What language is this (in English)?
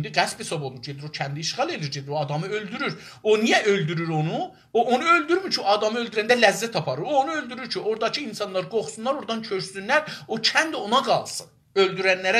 South Azerbaijani